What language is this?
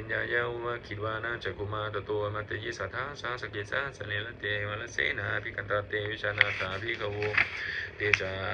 Pali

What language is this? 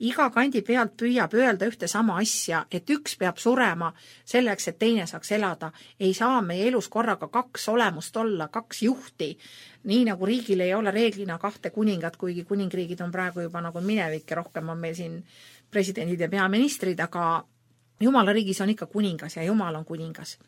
Estonian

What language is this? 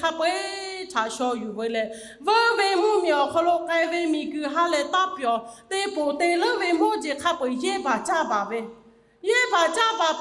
Lahu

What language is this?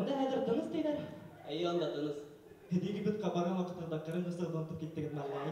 Bashkir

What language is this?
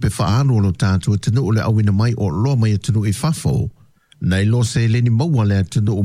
Samoan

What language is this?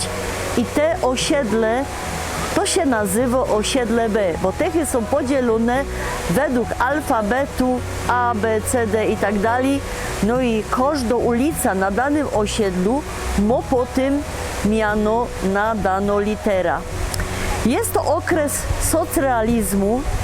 Silesian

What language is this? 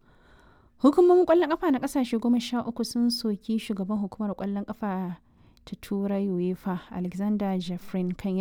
Hausa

